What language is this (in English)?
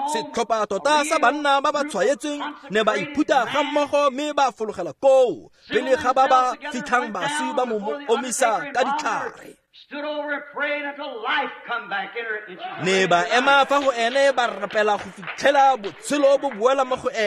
Tswana